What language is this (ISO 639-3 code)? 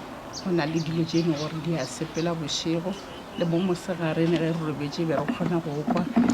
nso